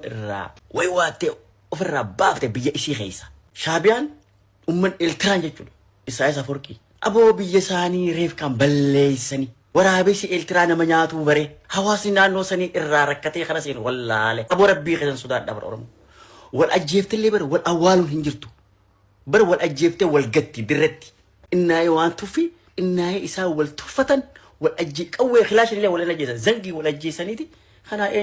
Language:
Oromo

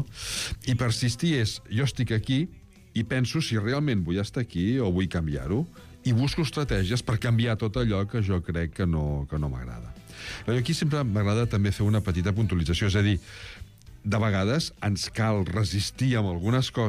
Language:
Catalan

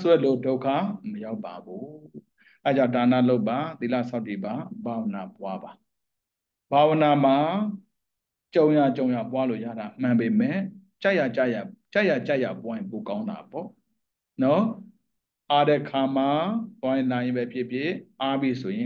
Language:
Burmese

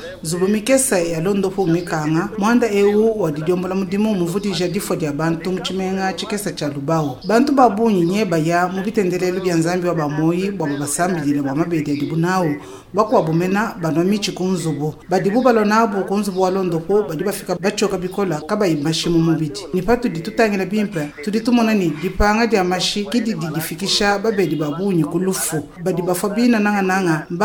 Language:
Luba-Lulua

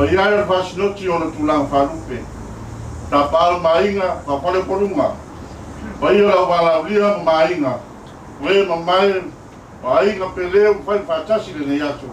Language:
Samoan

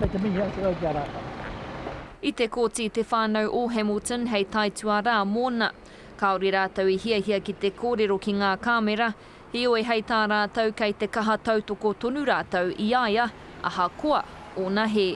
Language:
Māori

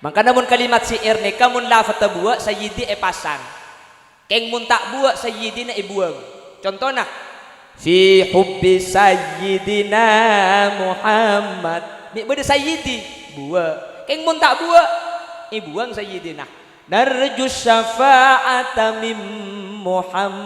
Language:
Madurese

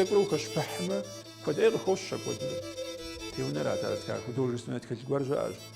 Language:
Kabardian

